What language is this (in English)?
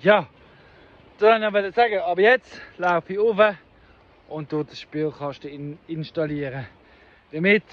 Swiss German